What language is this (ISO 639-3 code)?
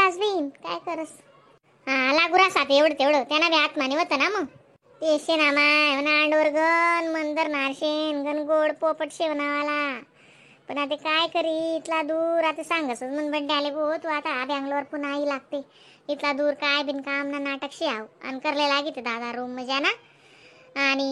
khn